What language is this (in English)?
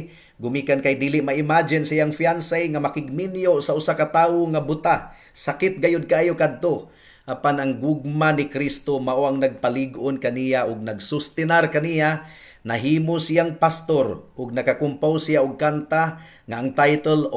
Cebuano